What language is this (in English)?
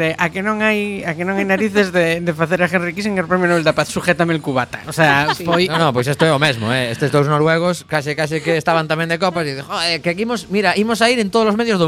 Galician